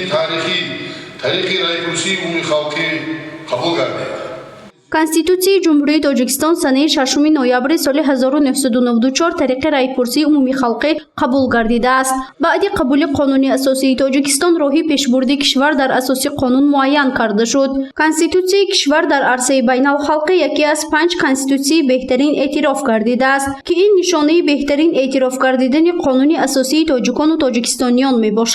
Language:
Tajik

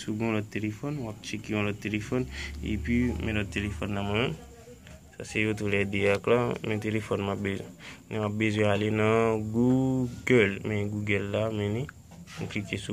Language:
Haitian Creole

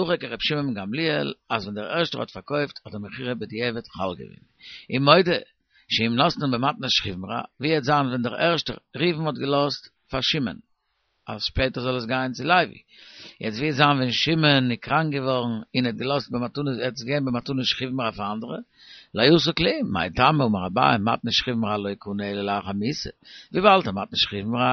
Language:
Yiddish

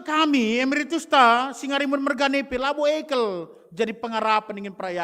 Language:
Batak Karo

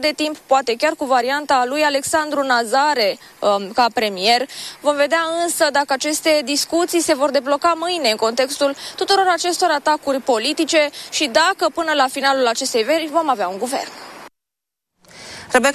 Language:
Romanian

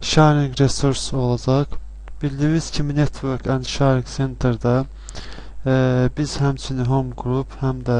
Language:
Azerbaijani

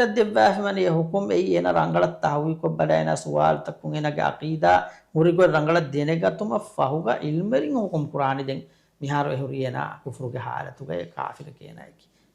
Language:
Divehi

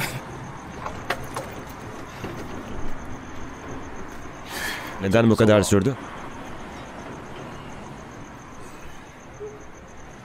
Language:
Turkish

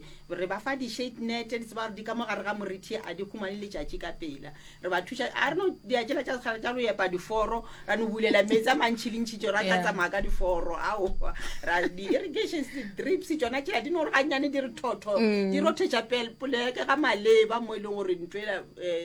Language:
Northern Sotho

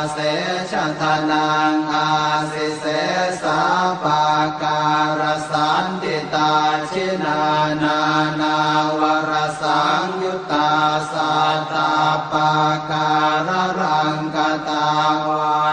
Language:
Pali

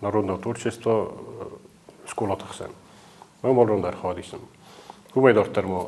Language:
Ossetic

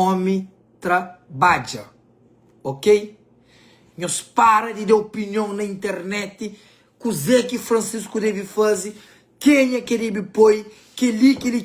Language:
Kabuverdianu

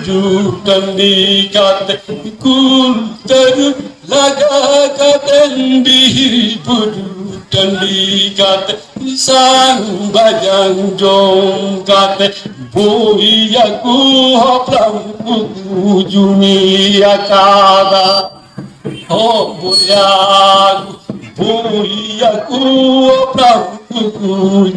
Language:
Santali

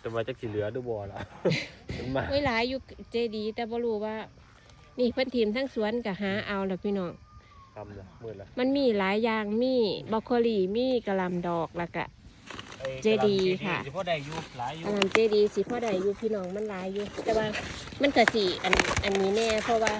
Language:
Northeastern Thai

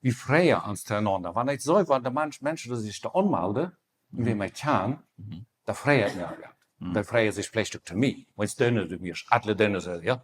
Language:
Plautdietsch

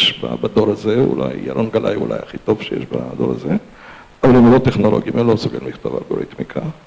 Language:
Hebrew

